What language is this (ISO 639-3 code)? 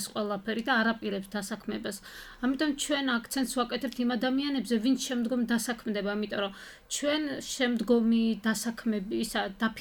kat